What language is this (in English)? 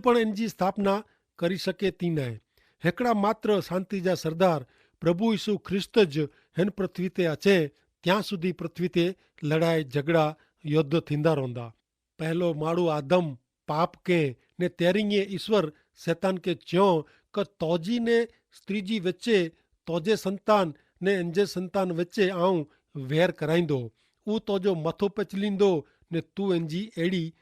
Kachhi